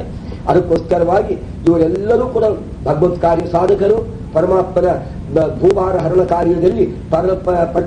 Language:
Kannada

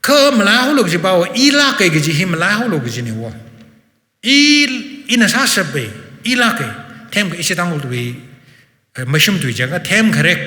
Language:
Tangkhul Naga (India)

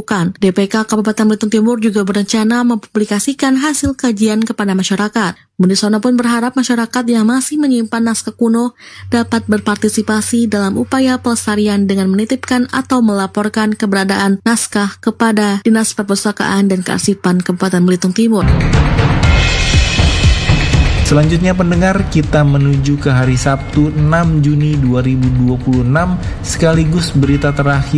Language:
Indonesian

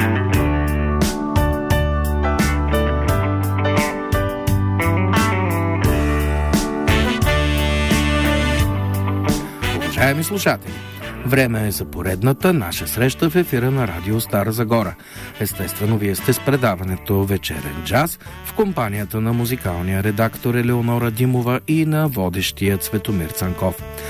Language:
Bulgarian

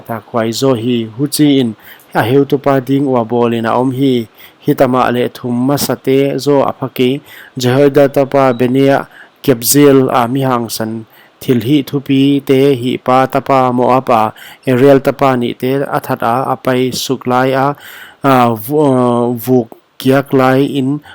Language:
Paite Chin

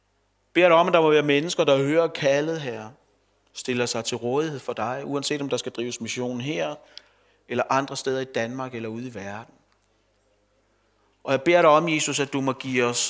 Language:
Danish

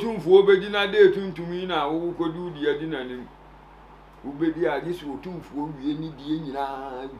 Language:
Akan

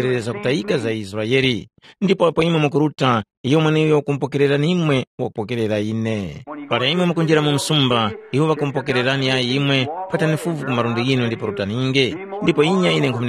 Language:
Tumbuka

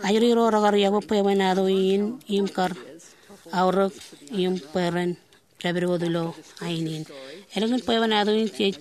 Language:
Marshallese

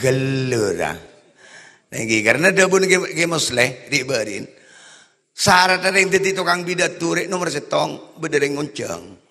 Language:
Madurese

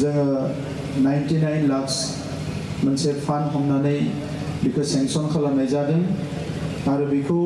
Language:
Bodo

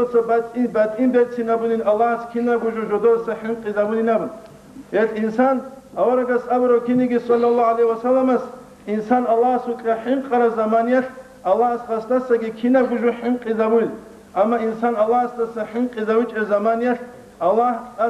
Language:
Avaric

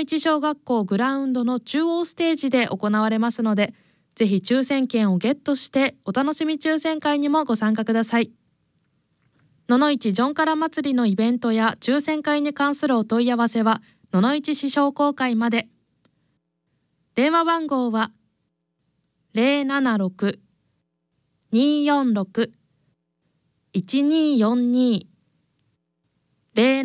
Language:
Japanese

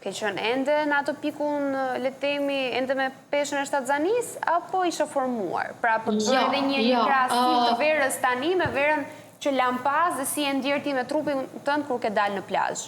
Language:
Albanian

